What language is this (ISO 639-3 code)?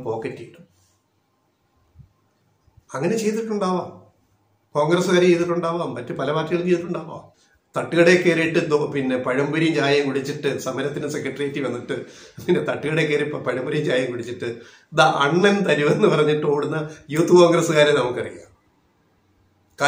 mal